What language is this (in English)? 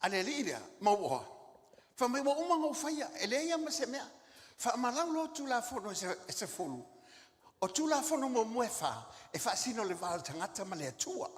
Samoan